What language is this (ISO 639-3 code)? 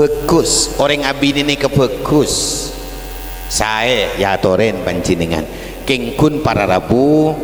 mad